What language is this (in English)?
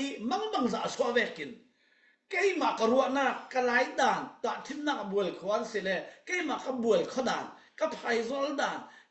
Falam Chin